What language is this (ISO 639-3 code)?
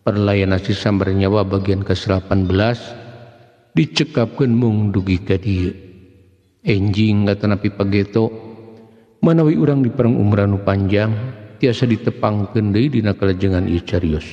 sun